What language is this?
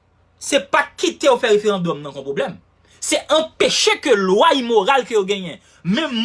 Haitian Creole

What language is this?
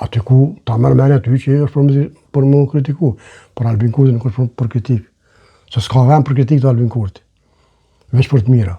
Albanian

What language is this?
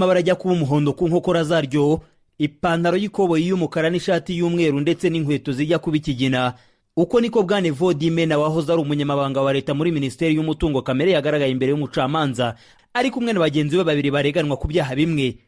Kinyarwanda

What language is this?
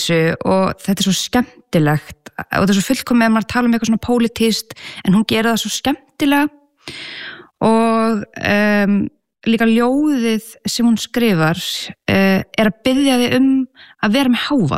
Icelandic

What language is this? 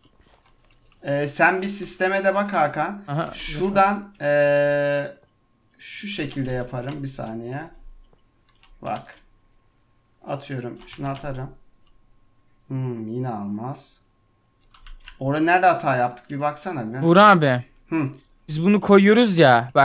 Turkish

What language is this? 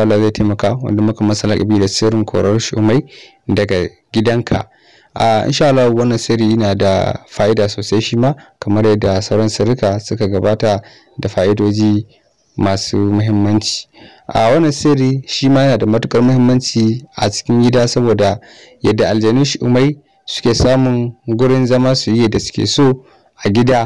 Hausa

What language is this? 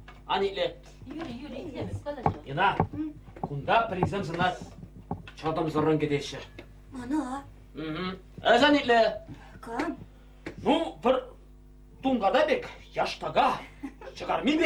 Chuvash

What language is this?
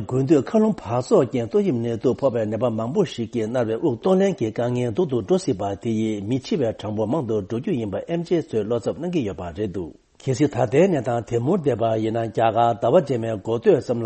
Tibetan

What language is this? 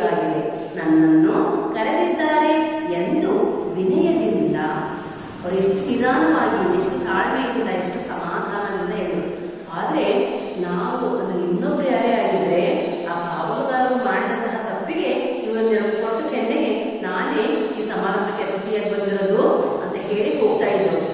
Kannada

